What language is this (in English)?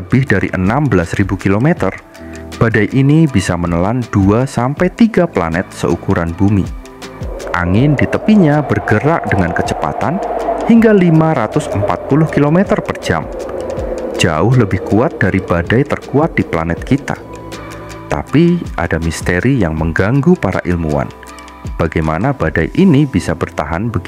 Indonesian